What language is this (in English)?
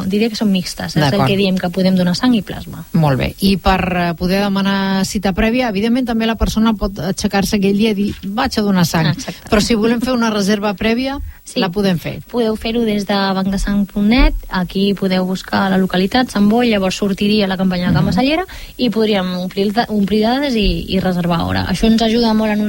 Catalan